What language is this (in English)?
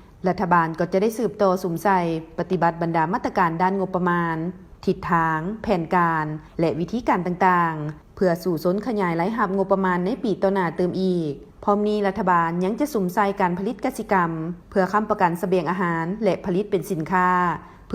Lao